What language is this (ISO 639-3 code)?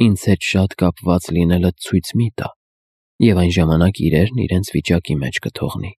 hye